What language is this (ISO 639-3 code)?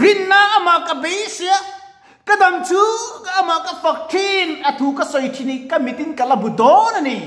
lus